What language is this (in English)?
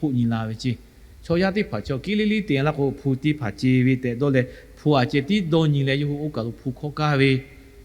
Lahu